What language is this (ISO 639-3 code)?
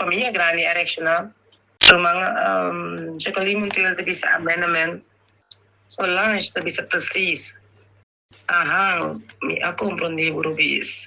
pap